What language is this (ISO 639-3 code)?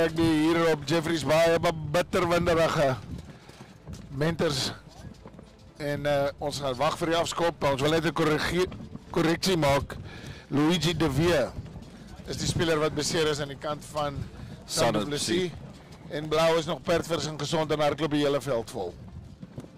afr